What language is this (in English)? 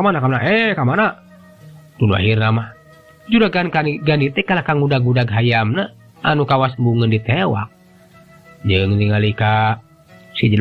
Sundanese